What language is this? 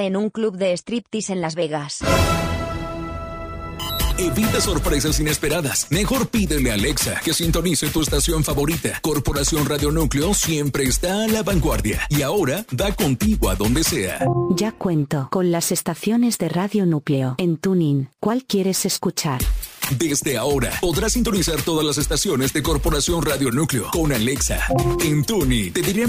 Spanish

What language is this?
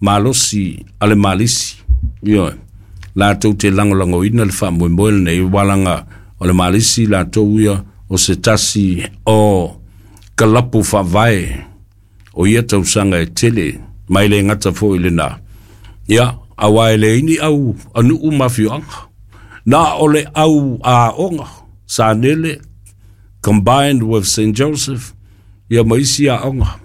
Samoan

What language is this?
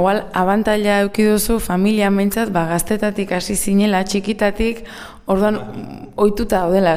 Basque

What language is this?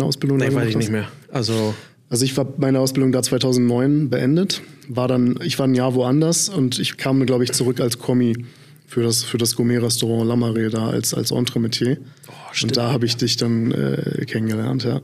German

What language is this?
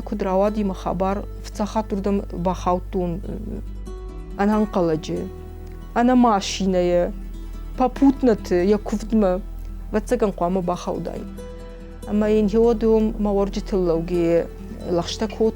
Ossetic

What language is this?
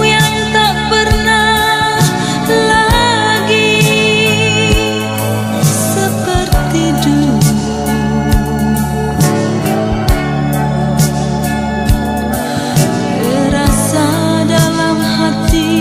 Indonesian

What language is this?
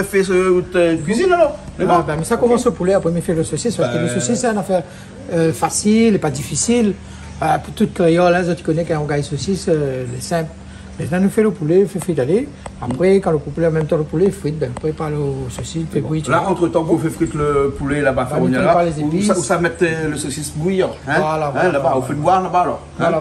Réunion Creole French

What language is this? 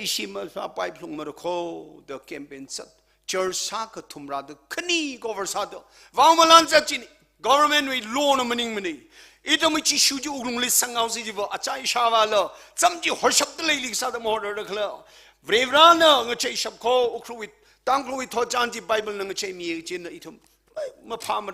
Tangkhul Naga (India)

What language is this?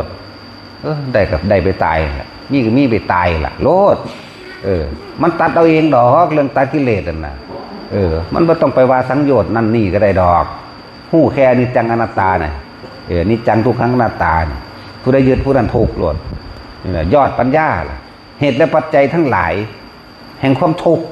Northeastern Thai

